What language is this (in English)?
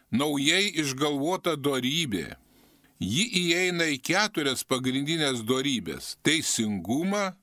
Lithuanian